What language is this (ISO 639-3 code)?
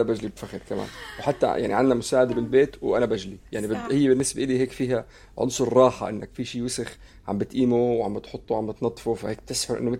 apc